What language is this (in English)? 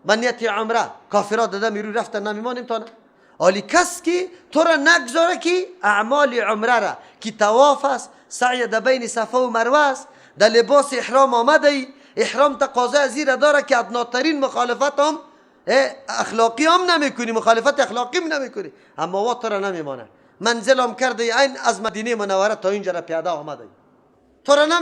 Persian